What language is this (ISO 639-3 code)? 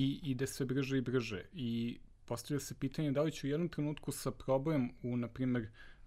srp